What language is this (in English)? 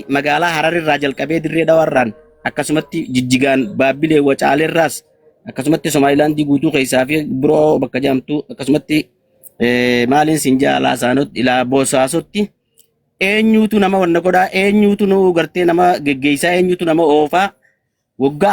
Oromo